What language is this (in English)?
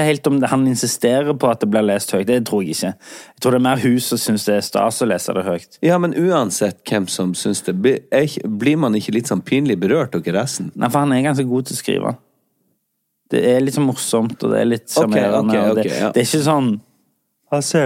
Norwegian